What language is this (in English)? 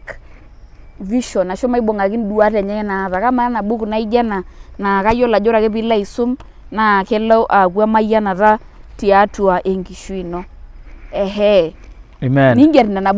Masai